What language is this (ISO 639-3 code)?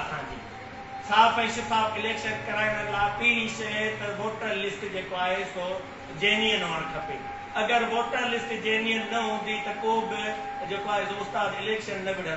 snd